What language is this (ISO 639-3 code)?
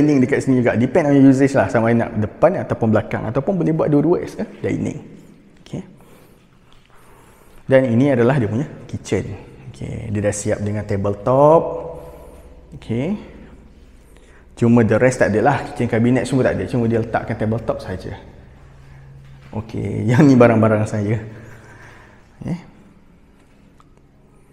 msa